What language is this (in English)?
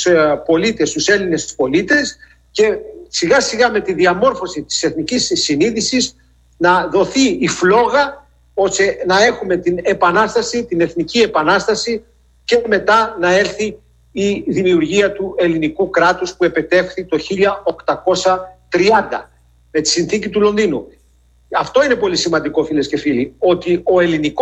Greek